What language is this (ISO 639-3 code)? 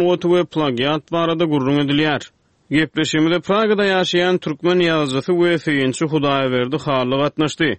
tuk